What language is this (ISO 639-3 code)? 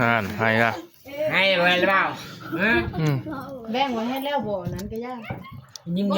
tts